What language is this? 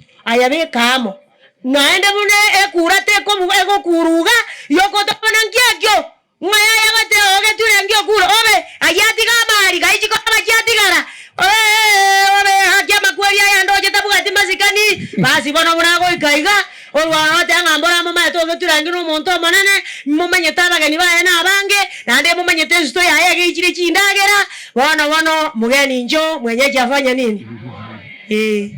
Gusii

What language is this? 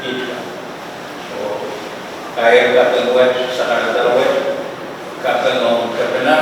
Pohnpeian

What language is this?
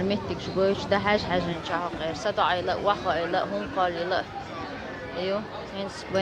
Chechen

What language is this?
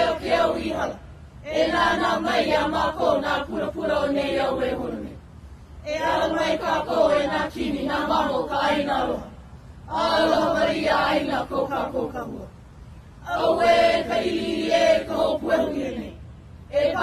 Hawaiian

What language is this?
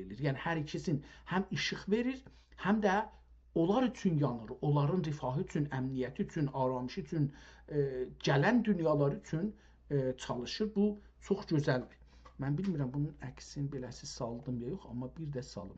South Azerbaijani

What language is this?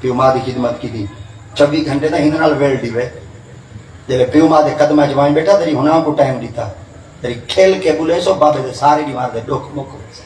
Saraiki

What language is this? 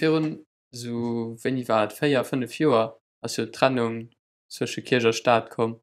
Luxembourgish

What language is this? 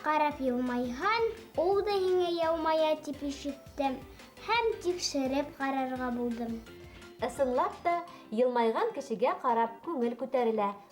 Bashkir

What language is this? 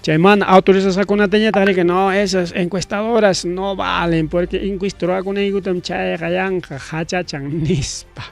Ayacucho Quechua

